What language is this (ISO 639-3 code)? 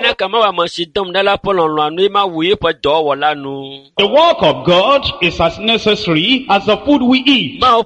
ewe